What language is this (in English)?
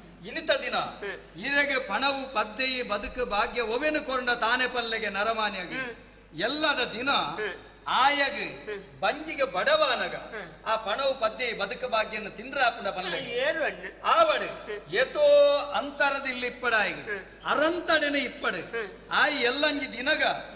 Tulu